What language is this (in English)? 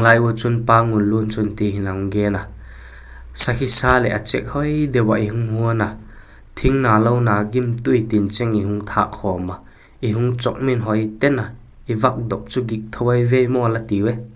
Vaiphei